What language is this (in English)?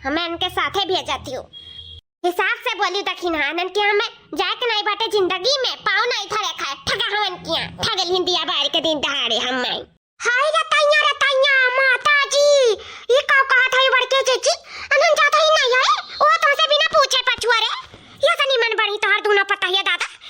Awadhi